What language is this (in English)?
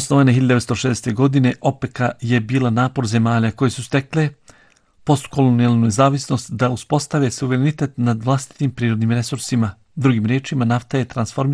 Bosnian